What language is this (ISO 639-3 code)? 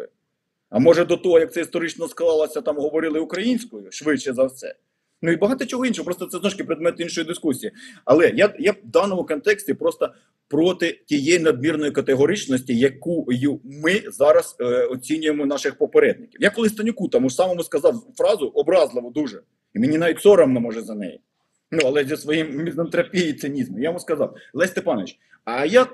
ukr